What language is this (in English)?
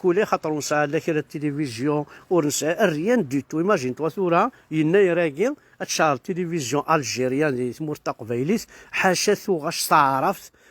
Kabyle